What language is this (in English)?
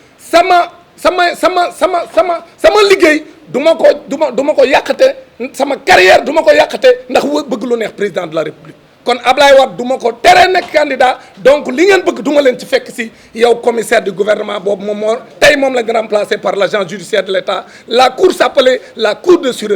Wolof